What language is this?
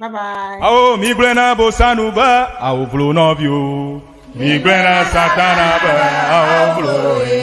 Ewe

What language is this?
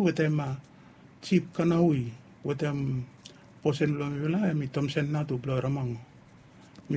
Bislama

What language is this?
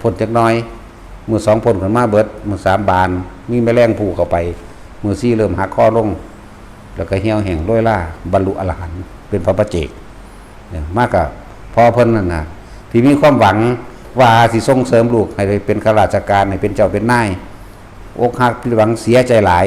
Northeastern Thai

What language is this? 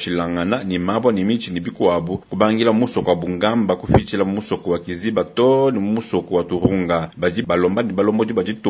Luba-Lulua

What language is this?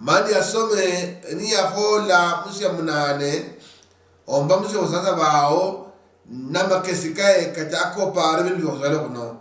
Luyia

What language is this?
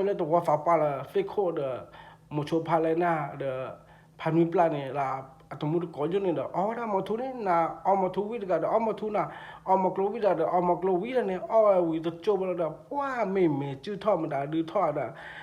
S'gaw Karen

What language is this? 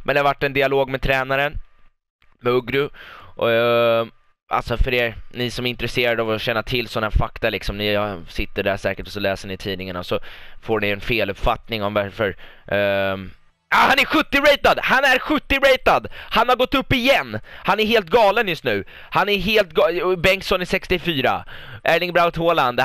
Swedish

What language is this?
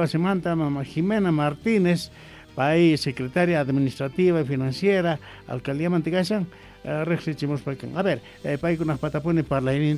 South Bolivian Quechua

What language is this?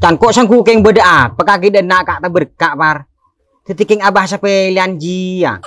Madurese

